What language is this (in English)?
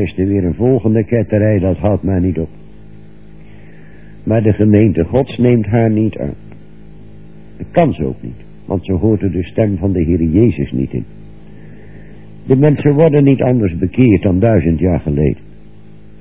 Dutch